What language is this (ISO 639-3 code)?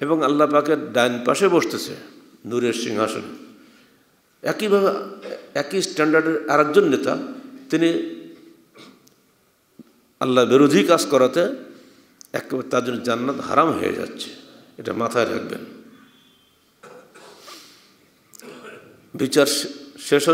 ben